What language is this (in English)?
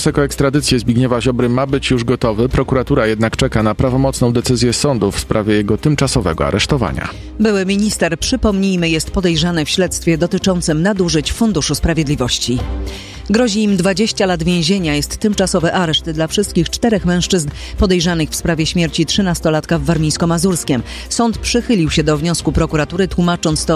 Polish